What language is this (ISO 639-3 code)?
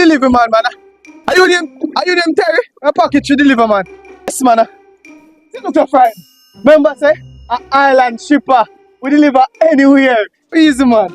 jam